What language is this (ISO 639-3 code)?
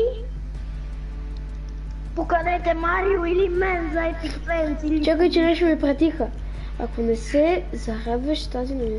bul